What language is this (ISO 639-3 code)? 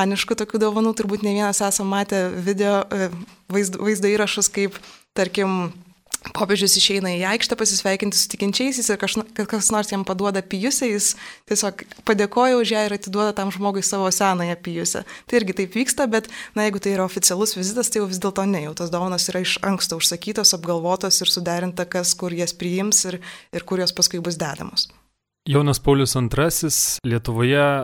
lit